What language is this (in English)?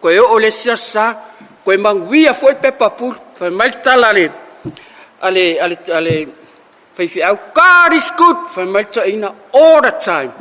Samoan